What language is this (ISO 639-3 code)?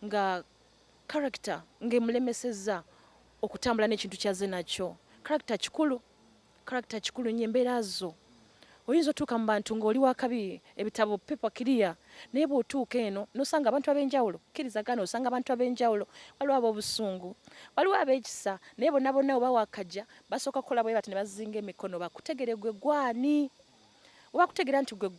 lug